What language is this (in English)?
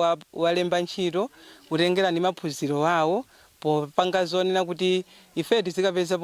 Nyanja